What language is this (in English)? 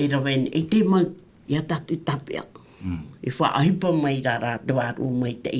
Tahitian